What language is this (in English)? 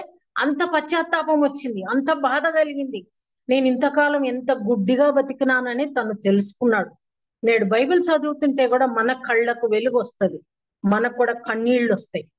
Telugu